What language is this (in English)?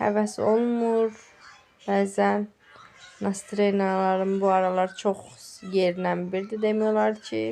Azerbaijani